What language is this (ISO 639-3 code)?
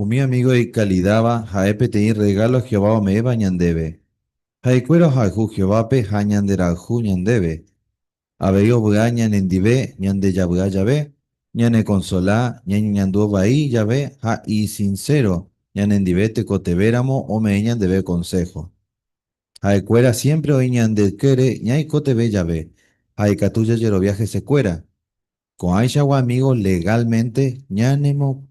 grn